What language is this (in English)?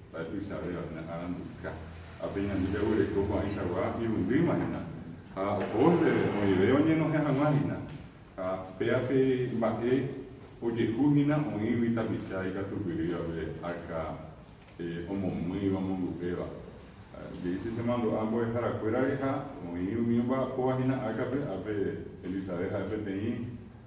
Guarani